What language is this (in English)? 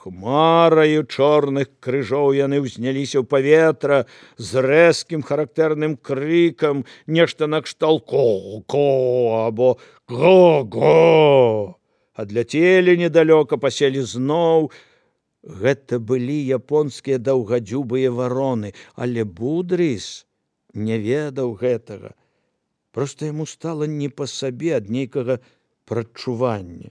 Belarusian